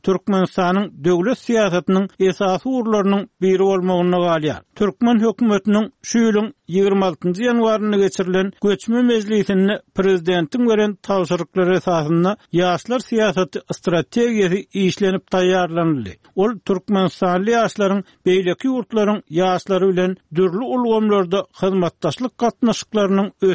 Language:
Turkmen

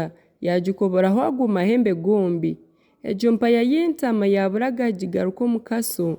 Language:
Nyankole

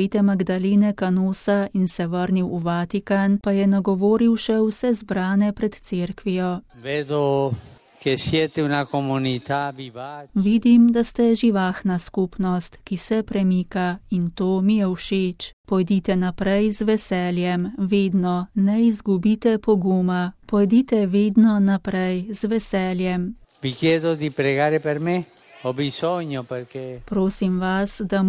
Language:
Slovenian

